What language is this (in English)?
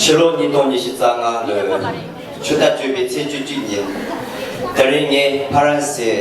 Tibetan